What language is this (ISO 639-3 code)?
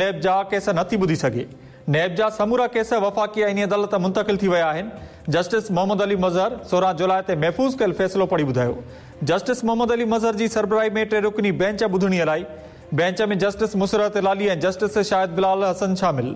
snd